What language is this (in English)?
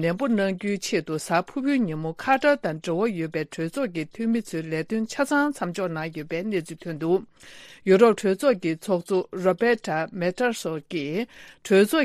Tibetan